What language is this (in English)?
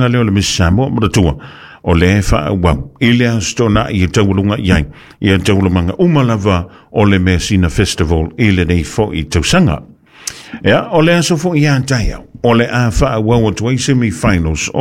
Samoan